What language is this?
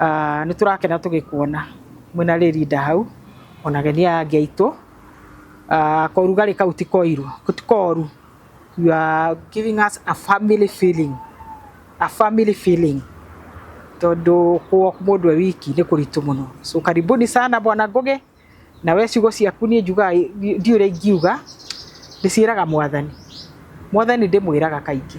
Kikuyu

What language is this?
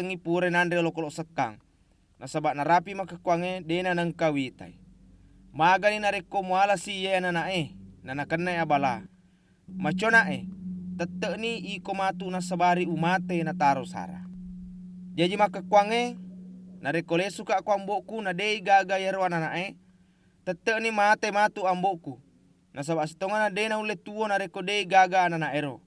Buginese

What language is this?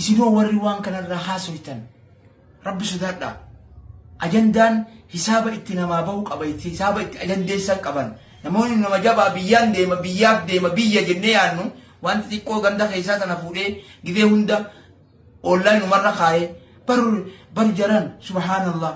Oromo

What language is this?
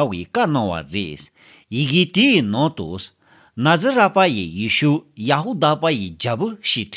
Tibetan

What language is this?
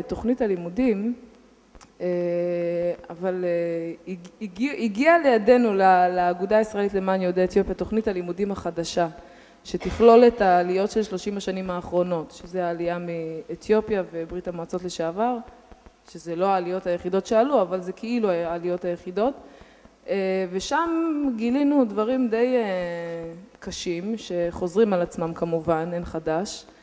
Hebrew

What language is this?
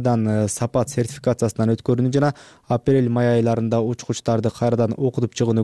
Kyrgyz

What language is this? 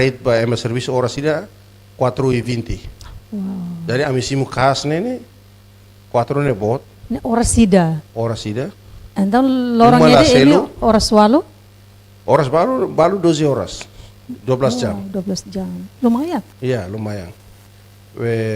Tetum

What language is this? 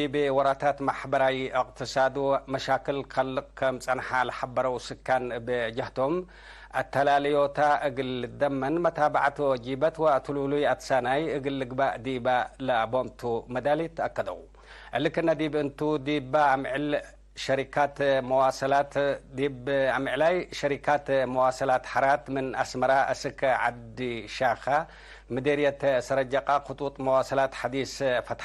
Tigre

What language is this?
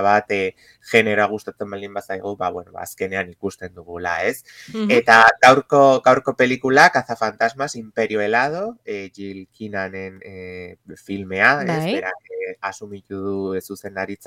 Basque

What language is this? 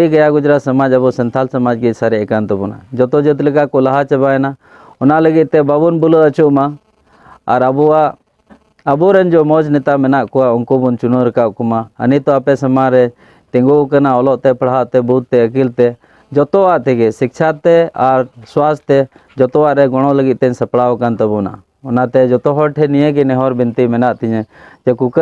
Santali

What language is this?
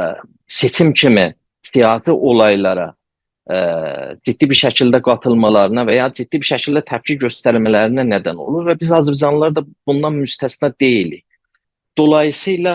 South Azerbaijani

